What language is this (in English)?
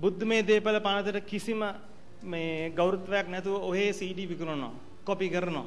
Sinhala